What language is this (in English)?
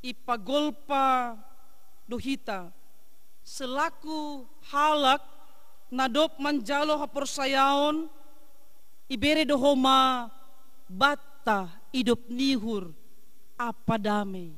Batak Simalungun